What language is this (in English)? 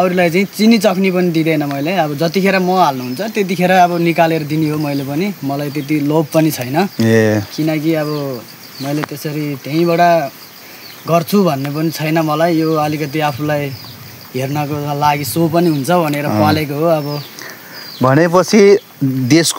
Nepali